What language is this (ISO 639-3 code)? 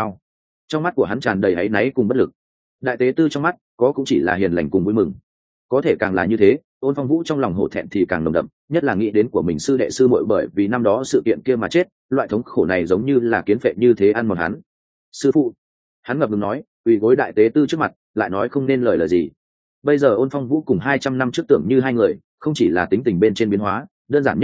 vie